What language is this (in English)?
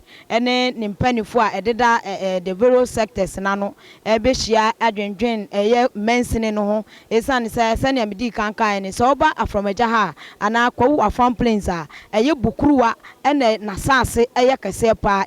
Akan